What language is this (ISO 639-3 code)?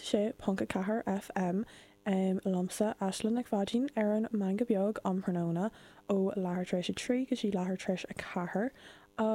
gle